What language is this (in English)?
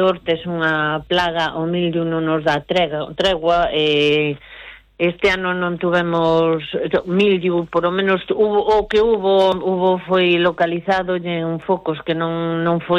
Galician